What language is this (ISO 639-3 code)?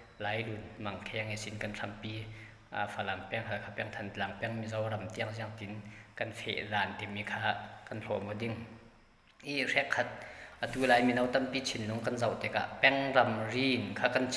cfm